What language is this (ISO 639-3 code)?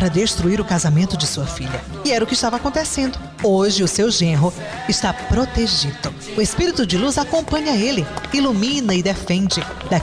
por